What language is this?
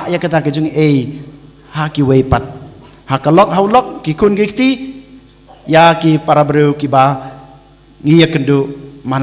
Khasi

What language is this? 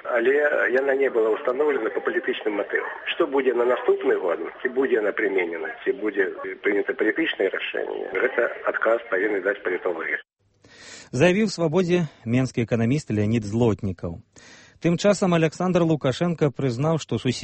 Belarusian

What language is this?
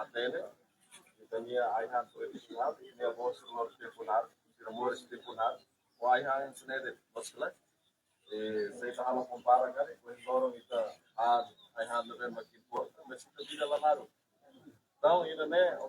Tetum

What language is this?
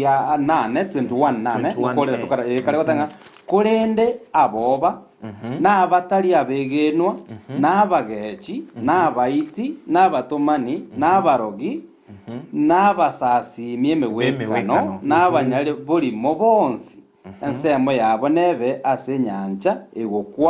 Gusii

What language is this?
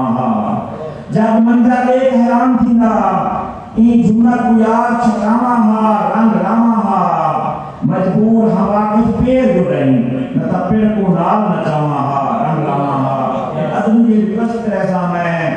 Saraiki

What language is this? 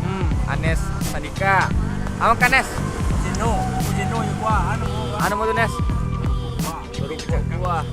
Minangkabau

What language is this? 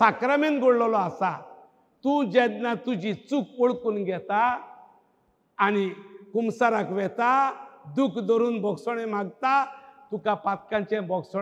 Konkani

